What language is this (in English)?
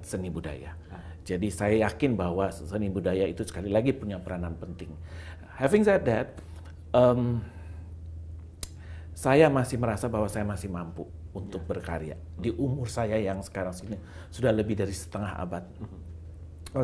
Indonesian